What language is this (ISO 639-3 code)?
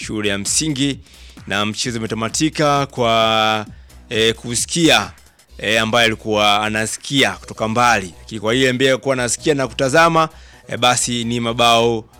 swa